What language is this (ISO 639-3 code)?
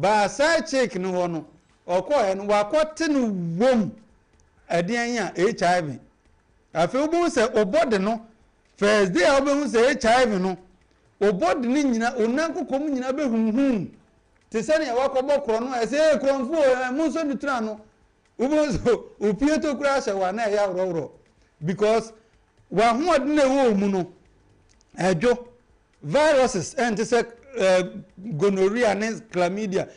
aka